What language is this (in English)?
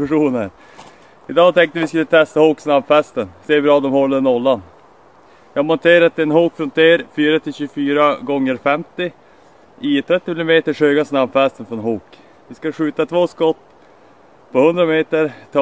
Swedish